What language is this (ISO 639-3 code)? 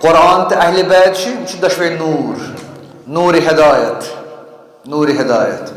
kas